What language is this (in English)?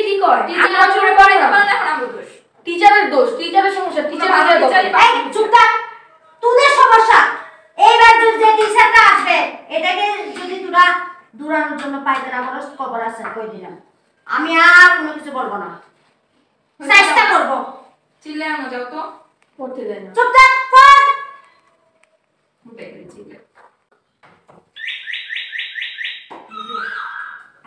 Bangla